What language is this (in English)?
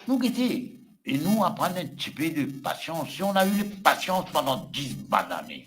Morisyen